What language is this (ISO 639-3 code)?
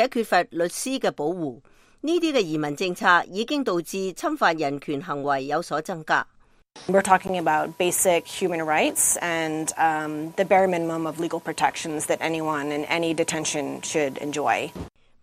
yue